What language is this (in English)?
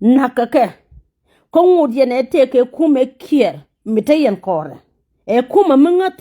Nuer